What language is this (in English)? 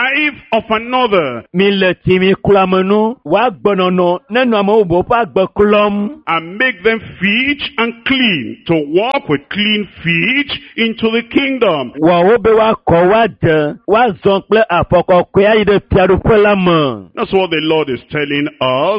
Ewe